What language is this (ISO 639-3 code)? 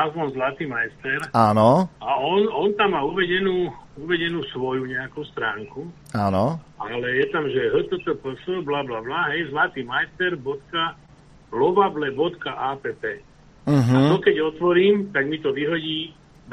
slk